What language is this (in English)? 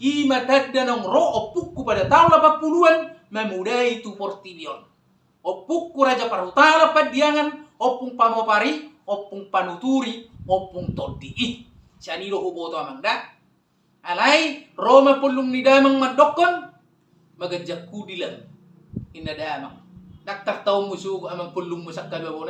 Batak Toba